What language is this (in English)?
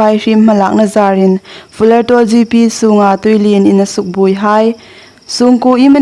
Hmar